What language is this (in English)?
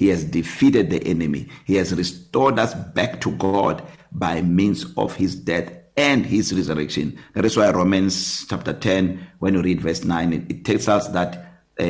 English